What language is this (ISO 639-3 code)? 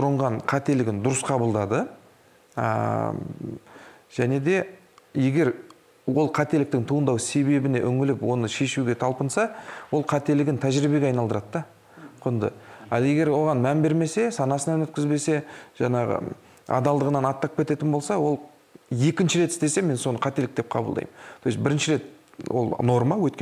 kaz